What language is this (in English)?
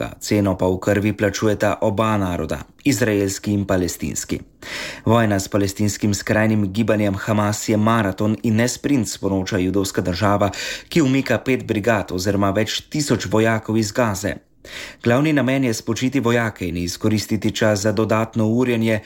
Slovenian